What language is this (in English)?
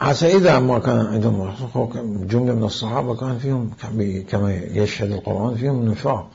Mesopotamian Arabic